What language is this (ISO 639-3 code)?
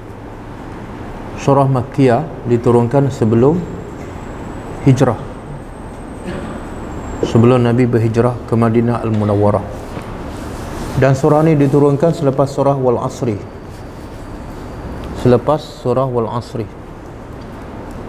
msa